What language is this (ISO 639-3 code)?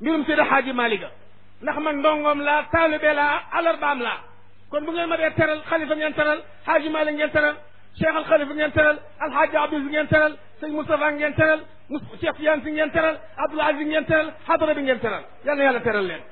wol